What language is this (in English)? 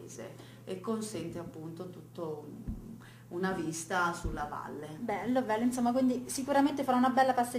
Italian